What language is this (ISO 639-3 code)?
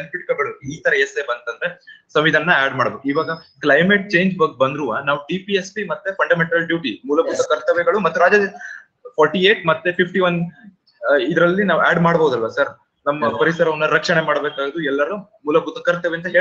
kan